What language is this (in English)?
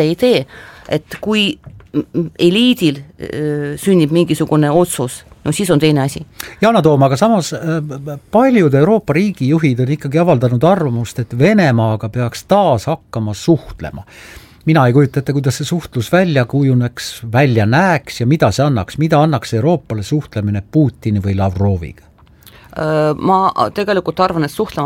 Estonian